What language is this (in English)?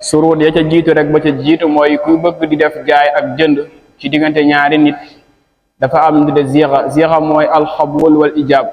Wolof